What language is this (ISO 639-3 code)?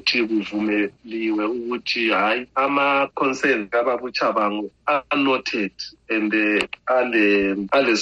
nde